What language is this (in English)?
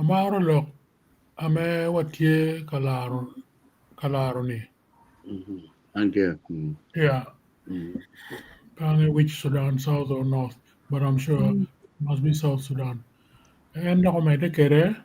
Acoli